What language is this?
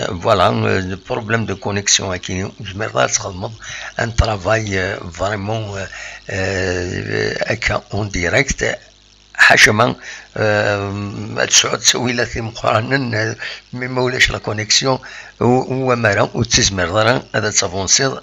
Kabyle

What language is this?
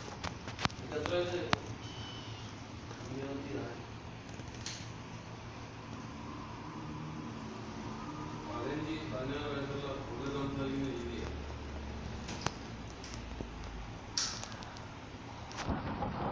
Malayalam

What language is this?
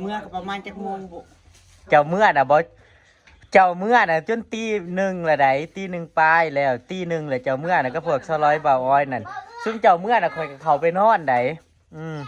Northeastern Thai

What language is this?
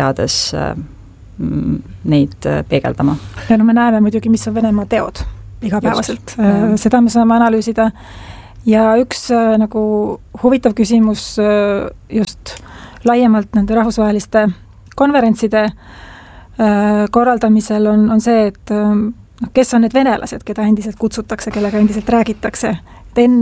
Estonian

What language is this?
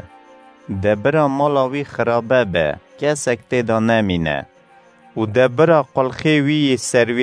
Kurdish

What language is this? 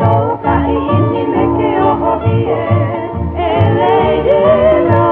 Hawaiian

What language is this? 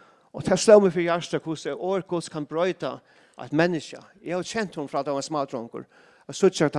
Faroese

